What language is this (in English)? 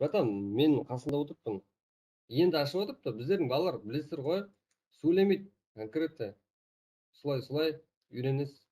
Kara-Kalpak